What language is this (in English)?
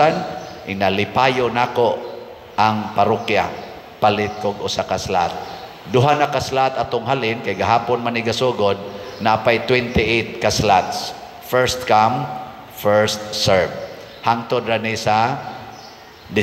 Cebuano